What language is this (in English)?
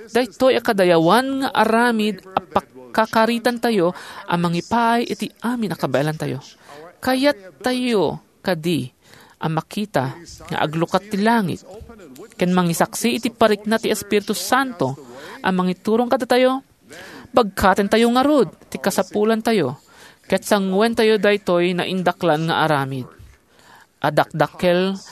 Iloko